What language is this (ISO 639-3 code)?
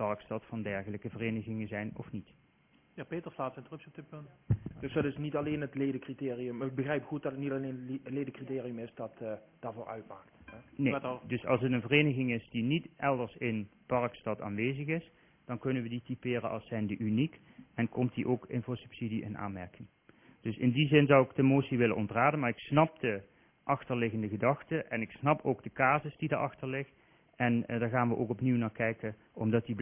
nld